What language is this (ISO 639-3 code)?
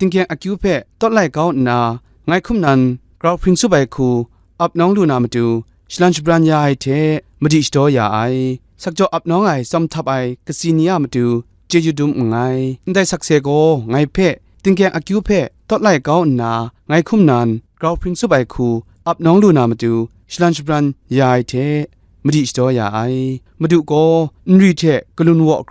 kac